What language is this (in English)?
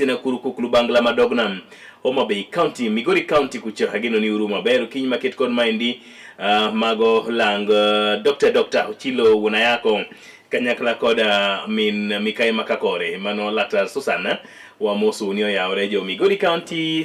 Luo (Kenya and Tanzania)